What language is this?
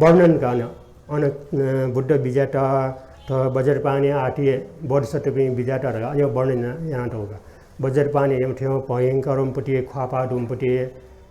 Newari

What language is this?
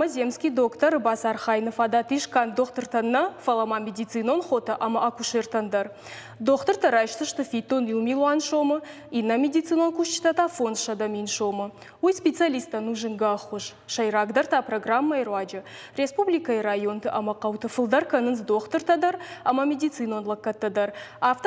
Ossetic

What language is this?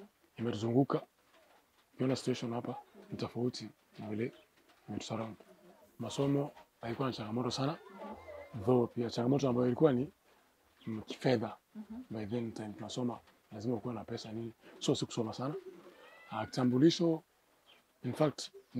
Swahili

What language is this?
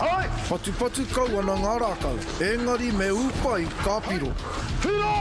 Māori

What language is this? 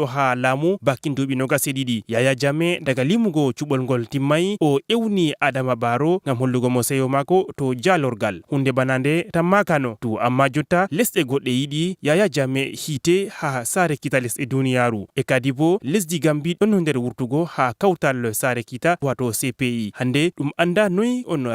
Fula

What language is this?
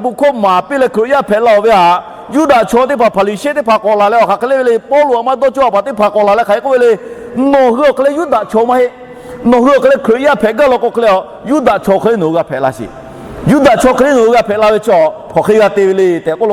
Lahu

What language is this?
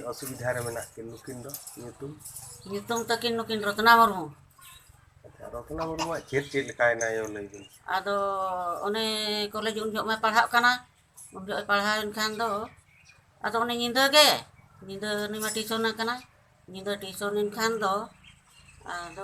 Santali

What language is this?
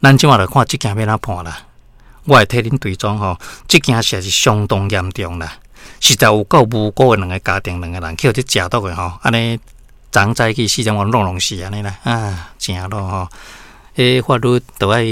Min Nan Chinese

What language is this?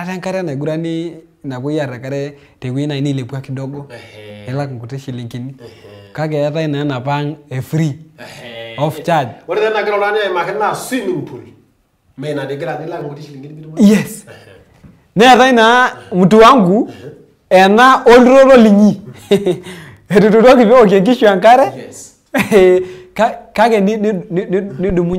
Masai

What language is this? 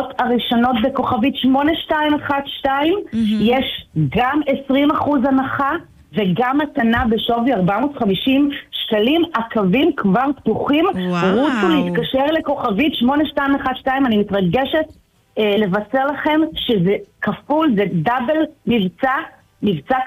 Hebrew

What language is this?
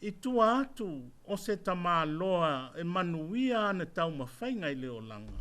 Samoan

